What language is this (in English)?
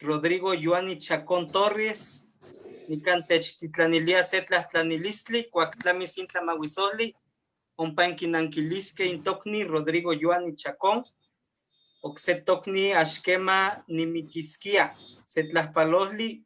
Eastern Huasteca Nahuatl